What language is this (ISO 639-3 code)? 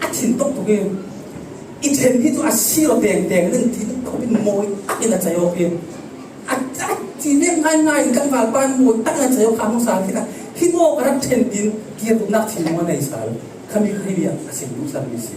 cfm